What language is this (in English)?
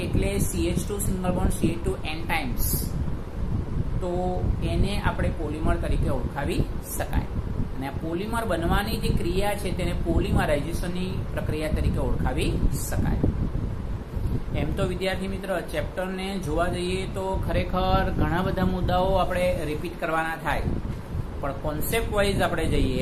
Gujarati